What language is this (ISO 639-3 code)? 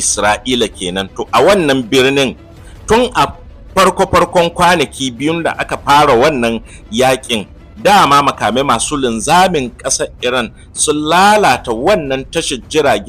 hau